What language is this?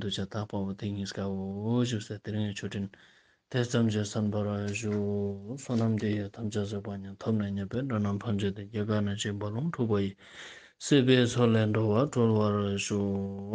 Ladakhi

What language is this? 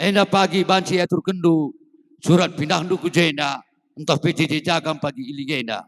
Batak Karo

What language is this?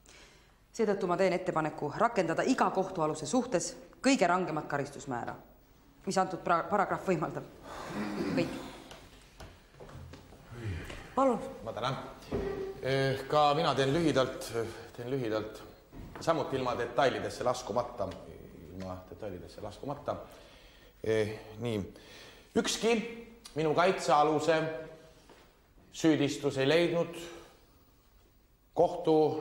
Estonian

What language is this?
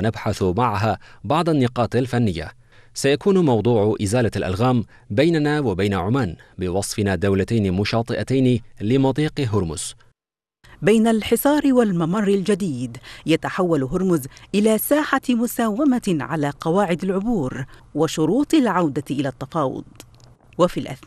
Arabic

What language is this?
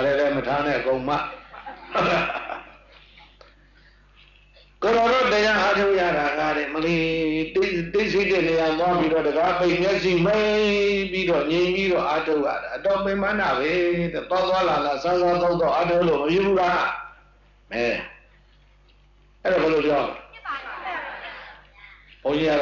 Burmese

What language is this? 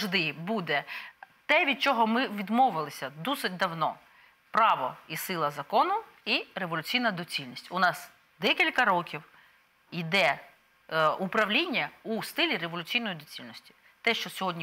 Ukrainian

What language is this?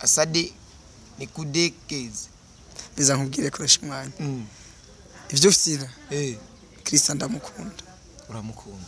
Rundi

